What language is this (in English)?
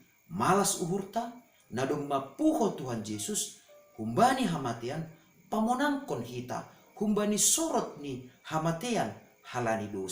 Batak Simalungun